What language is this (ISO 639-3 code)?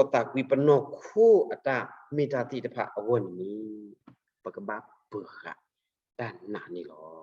ksw